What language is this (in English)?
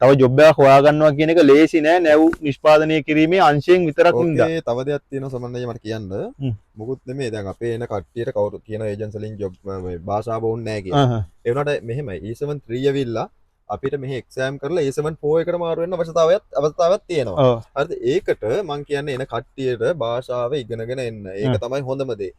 Sinhala